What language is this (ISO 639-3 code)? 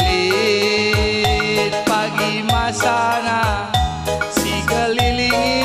btx